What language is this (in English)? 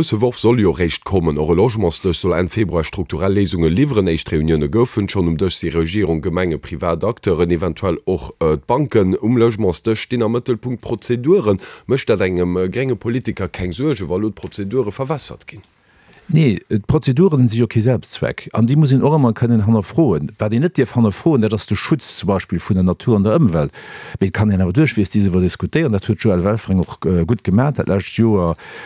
Luxembourgish